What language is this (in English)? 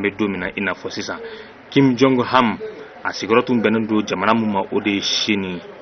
Bambara